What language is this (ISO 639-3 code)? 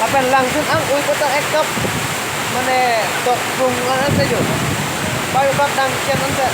mjw